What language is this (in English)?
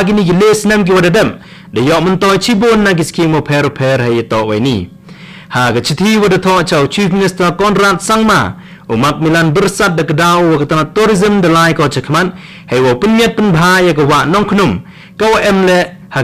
Khasi